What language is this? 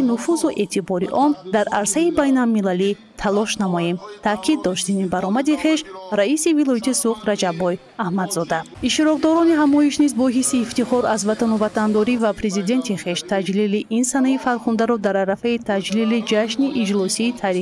Tajik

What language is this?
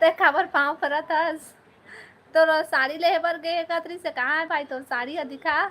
Chhattisgarhi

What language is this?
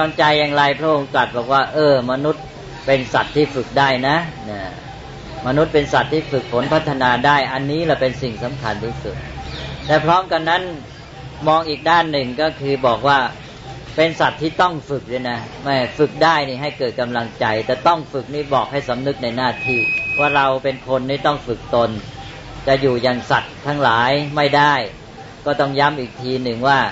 Thai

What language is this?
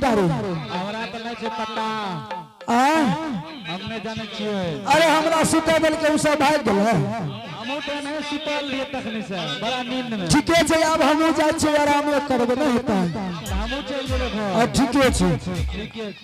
Angika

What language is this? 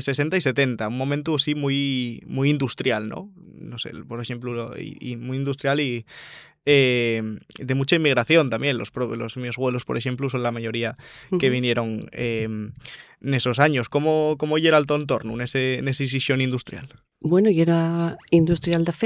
Asturian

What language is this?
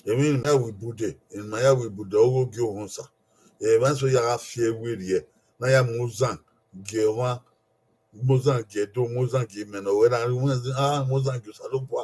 Bini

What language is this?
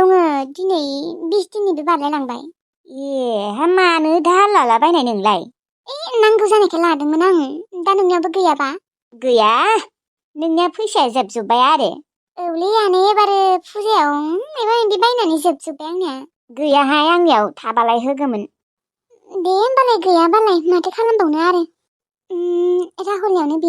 Bodo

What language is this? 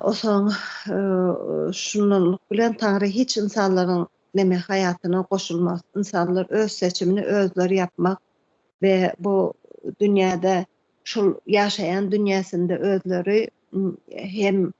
Turkmen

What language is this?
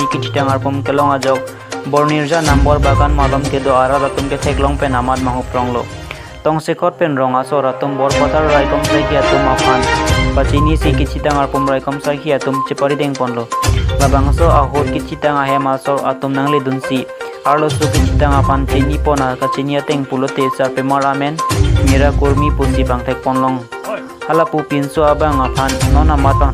Karbi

